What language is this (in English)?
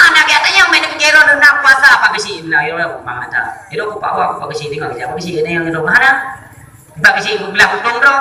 Achinese